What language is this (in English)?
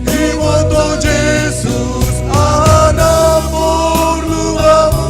Batak Simalungun